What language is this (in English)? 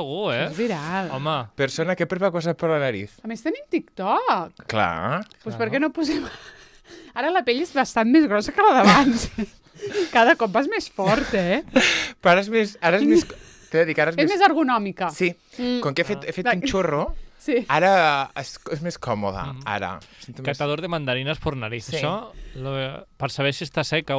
Catalan